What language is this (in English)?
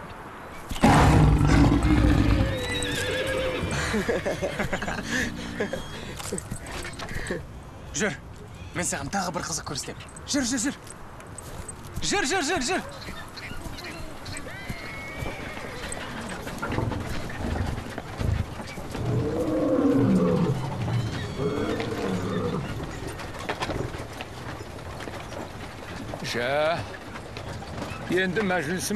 Kazakh